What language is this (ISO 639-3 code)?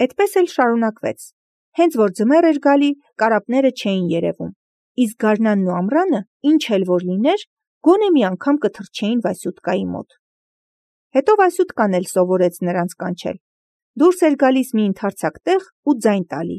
hye